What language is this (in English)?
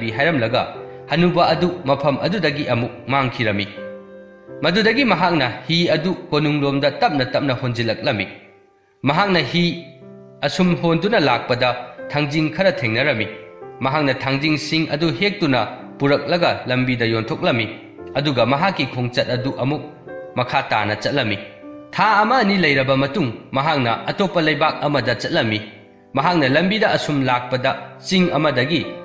Manipuri